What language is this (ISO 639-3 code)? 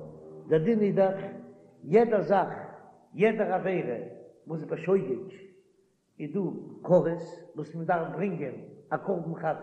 yid